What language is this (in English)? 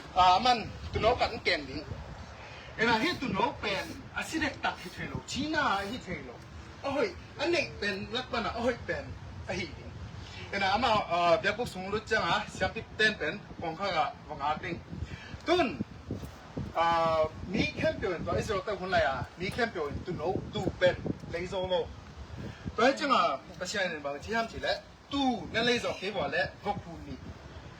Tedim Chin